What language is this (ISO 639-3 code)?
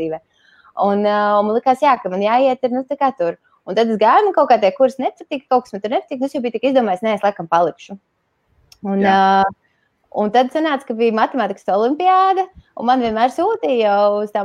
lav